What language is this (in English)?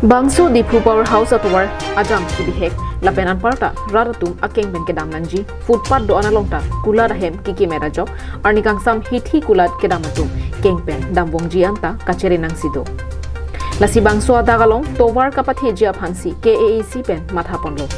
Karbi